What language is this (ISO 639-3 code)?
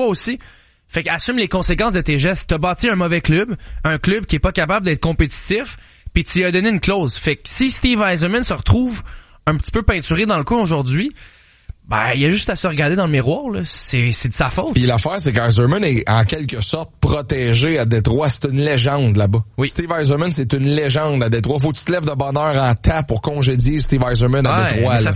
fra